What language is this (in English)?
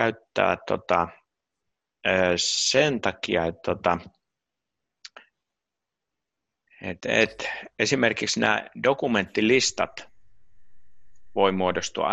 Finnish